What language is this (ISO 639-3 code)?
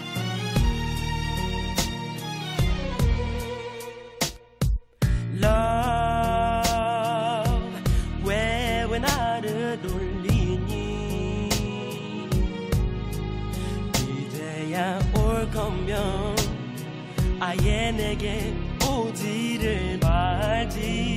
kor